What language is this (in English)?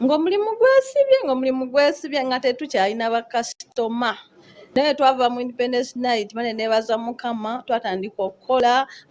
Ganda